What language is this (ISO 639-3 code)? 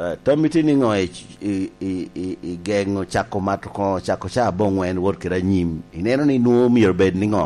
laj